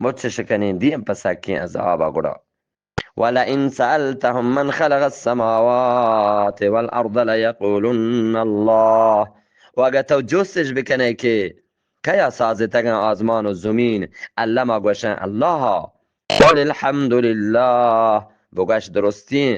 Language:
Eastern Balochi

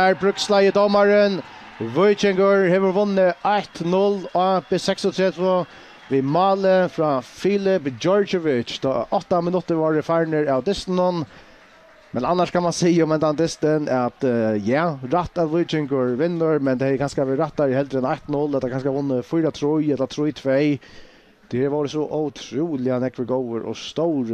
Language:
Faroese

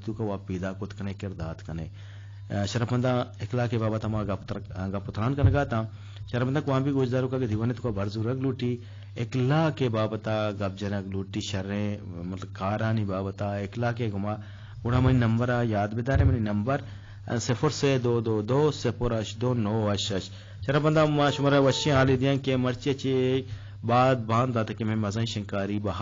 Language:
Eastern Balochi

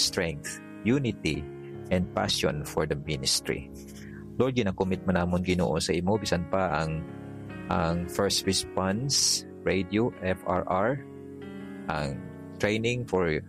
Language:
Hiligaynon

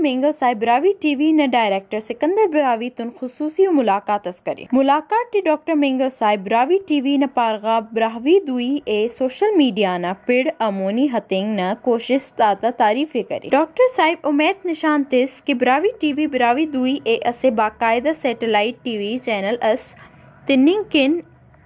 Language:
Brahui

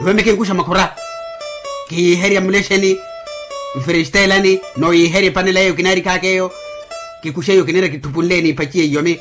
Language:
Makhuwa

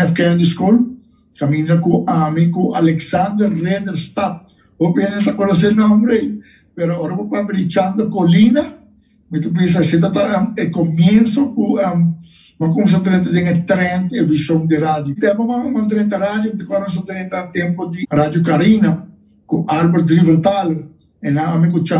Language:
Papiamento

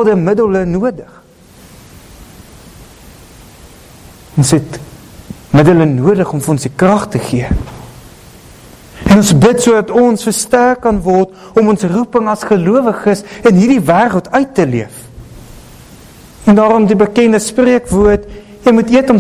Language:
Afrikaans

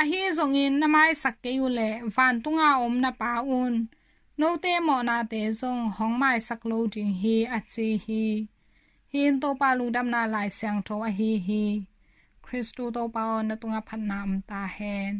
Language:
Tedim Chin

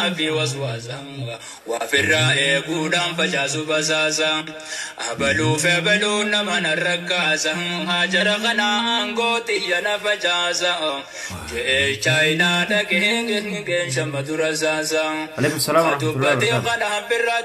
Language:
Oromo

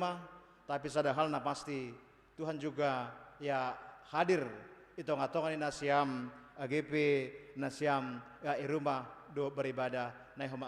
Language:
Batak Simalungun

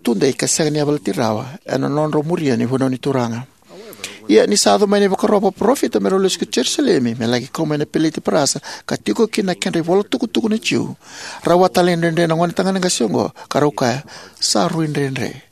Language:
Fijian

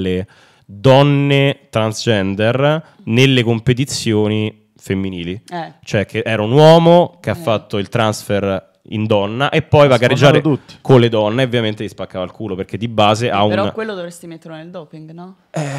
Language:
Italian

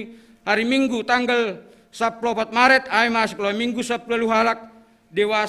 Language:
Batak Simalungun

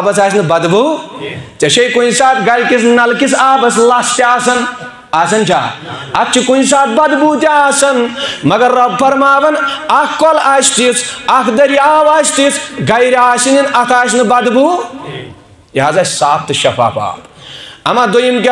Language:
Kashmiri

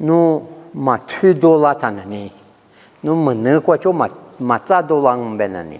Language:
Lisu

